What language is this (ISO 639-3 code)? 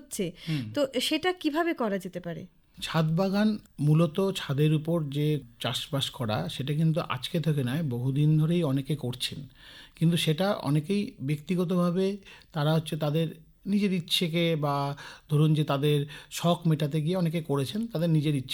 ben